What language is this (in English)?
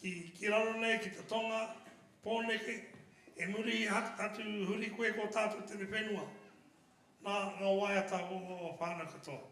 Māori